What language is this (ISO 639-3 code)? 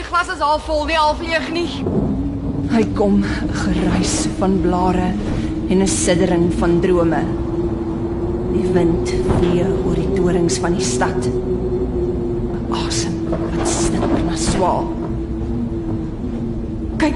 afr